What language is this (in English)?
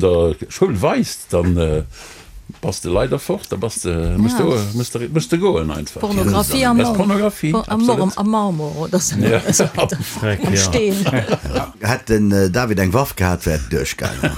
Luxembourgish